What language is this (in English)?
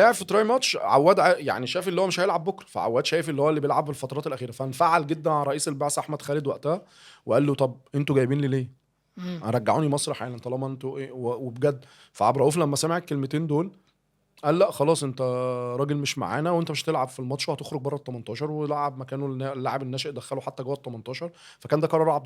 Egyptian Arabic